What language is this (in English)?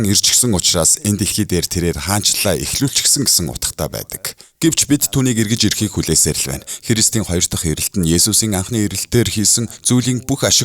Mongolian